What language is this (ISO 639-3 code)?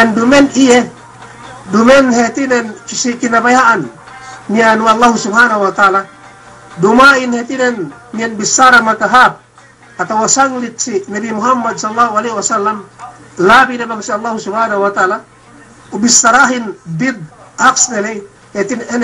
yka